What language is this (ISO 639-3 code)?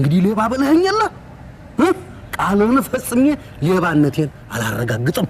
amh